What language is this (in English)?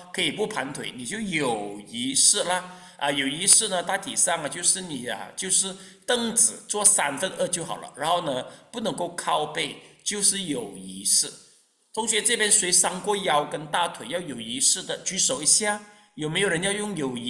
Chinese